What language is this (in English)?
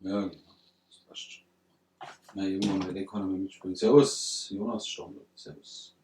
Bavarian